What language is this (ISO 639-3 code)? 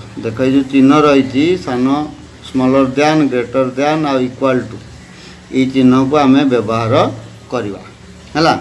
ori